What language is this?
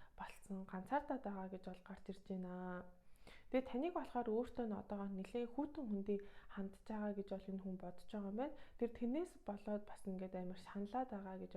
Mongolian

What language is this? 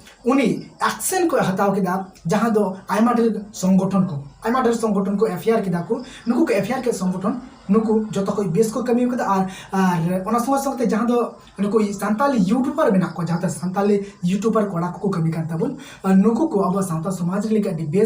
Santali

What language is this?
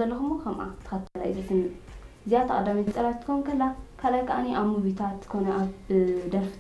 Tigrinya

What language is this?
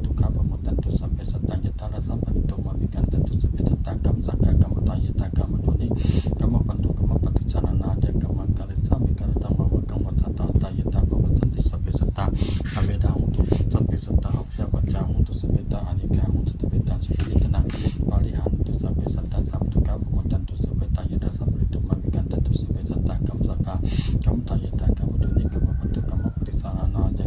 Pali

